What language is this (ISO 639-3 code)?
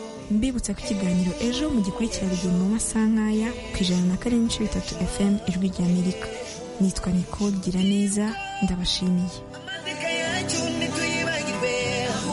kin